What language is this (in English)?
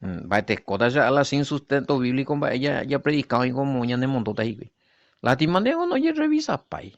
Guarani